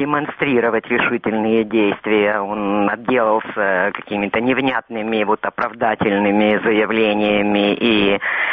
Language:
Russian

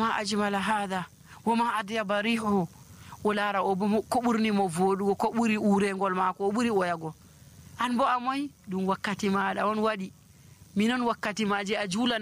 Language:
Nigerian Fulfulde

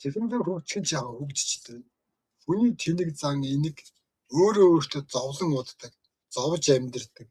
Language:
Mongolian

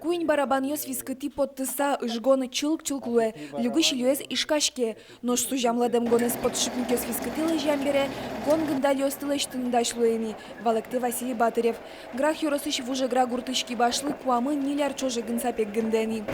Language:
Udmurt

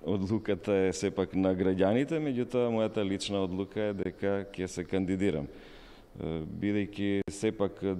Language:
Macedonian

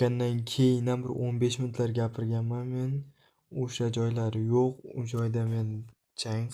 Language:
Uzbek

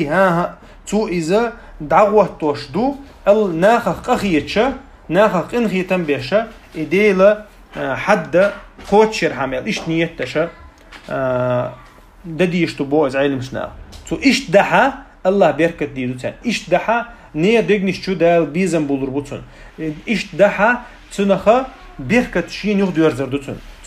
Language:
Chechen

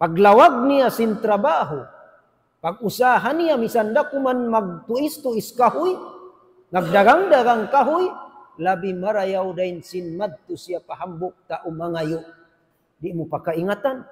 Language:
Tausug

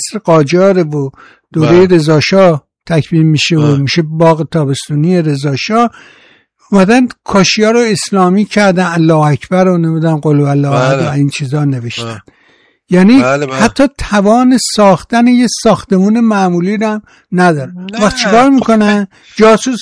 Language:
Persian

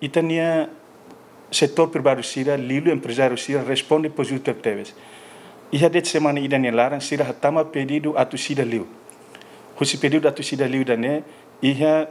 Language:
Tetum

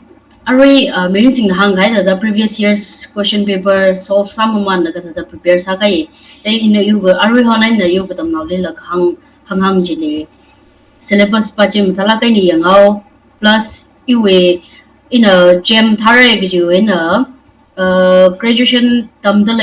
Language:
Tangkhul Naga (India)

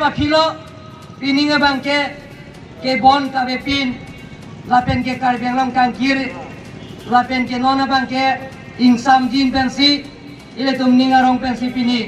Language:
Karbi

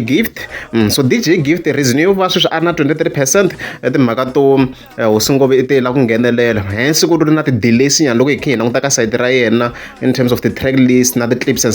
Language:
Tsonga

